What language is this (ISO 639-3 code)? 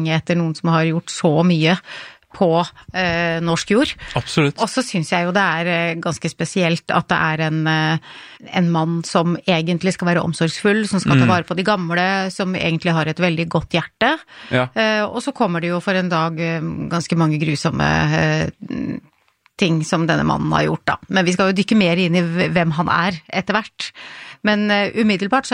nor